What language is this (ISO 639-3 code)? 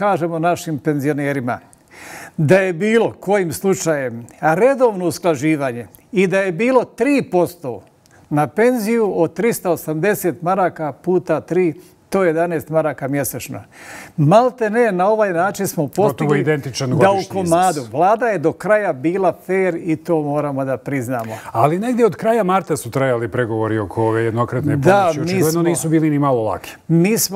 bos